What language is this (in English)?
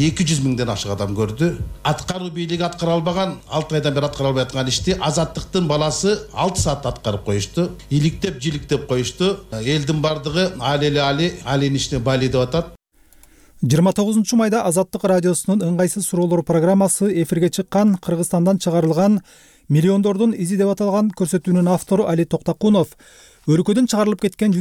Kyrgyz